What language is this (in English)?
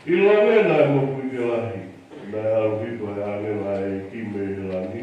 Tongan